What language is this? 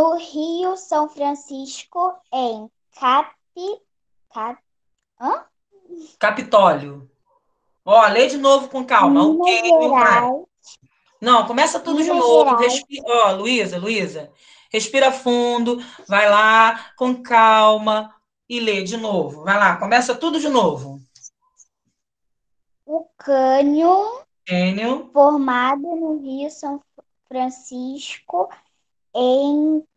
Portuguese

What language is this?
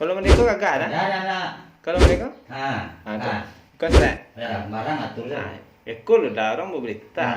Minangkabau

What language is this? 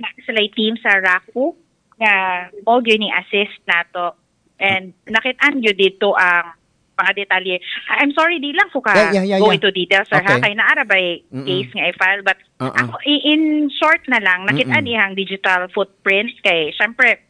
Cebuano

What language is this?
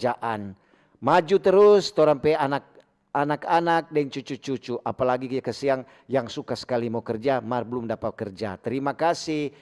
Manado Malay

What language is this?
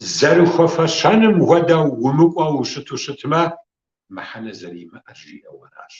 Kabardian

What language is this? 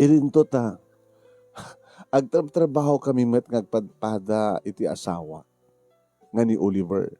Iloko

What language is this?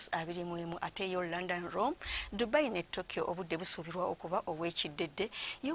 Ganda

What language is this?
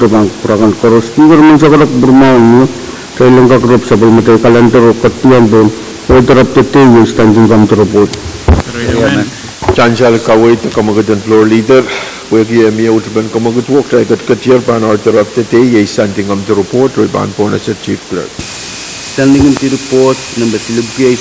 Pohnpeian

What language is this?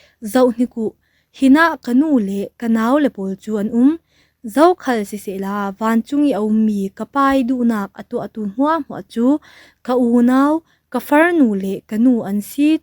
Falam Chin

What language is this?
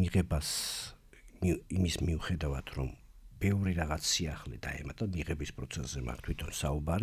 Georgian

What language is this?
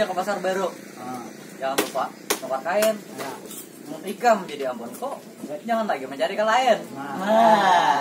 Banjar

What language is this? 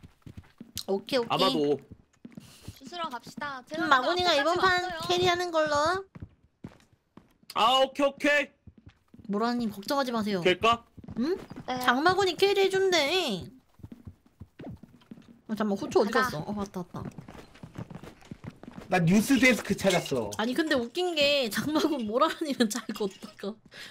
Korean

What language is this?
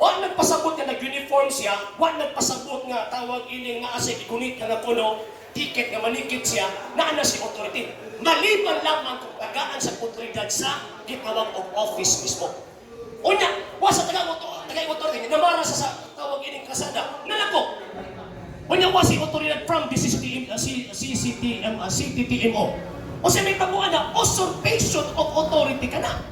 Cebuano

